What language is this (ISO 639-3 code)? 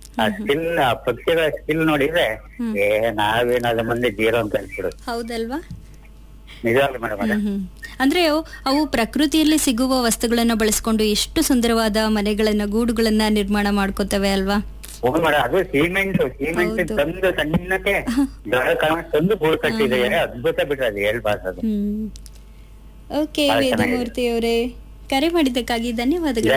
kan